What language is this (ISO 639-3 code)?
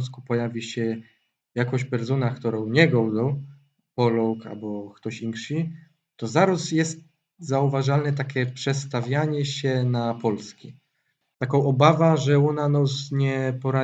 szl